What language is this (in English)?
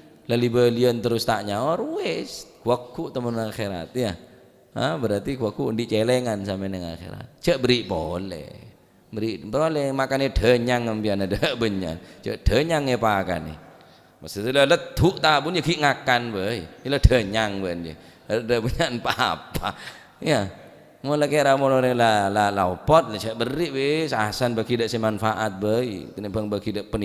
Madurese